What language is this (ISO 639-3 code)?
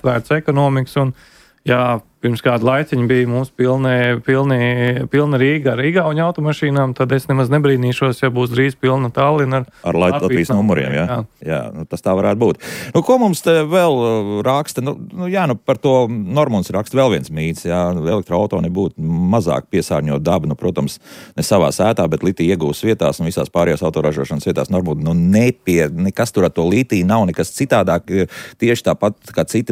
lav